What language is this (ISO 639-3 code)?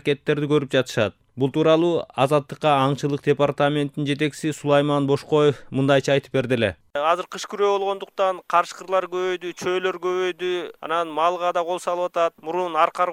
kir